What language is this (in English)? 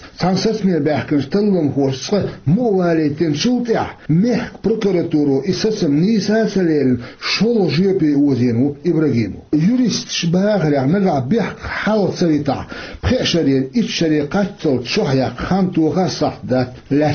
Chechen